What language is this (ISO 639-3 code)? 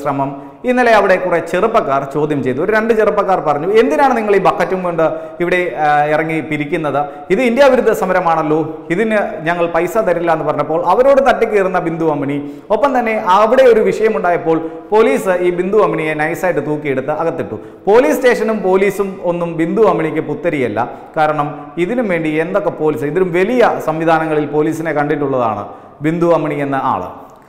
mal